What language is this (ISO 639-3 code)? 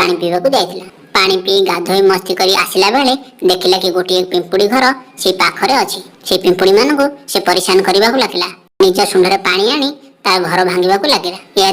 ori